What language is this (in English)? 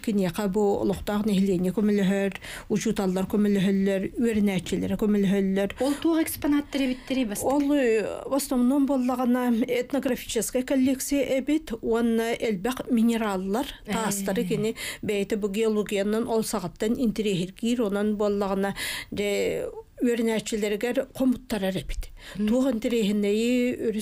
Yakut